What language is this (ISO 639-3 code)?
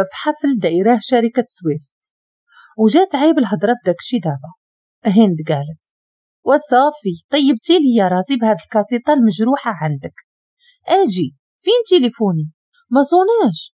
ary